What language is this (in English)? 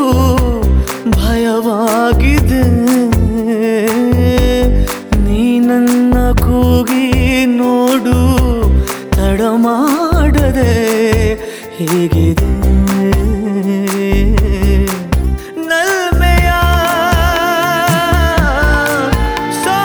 Kannada